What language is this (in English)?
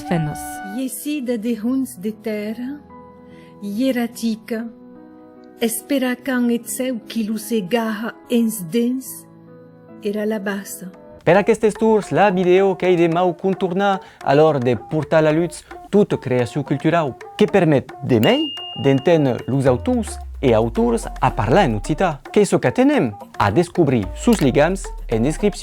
Occitan